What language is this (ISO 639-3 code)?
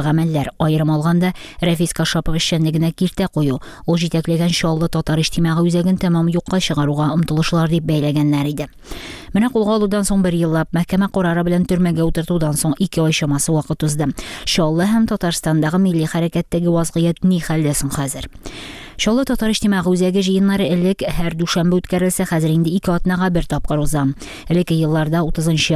tat